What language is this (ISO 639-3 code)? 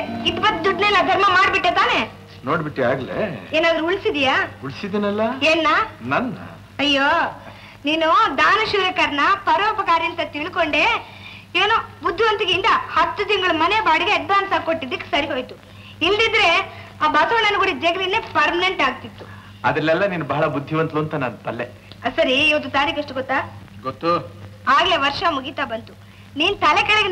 kan